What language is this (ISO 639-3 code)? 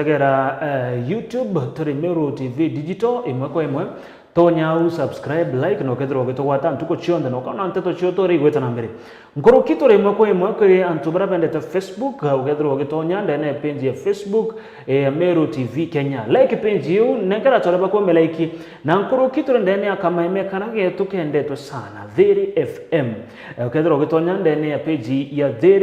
mer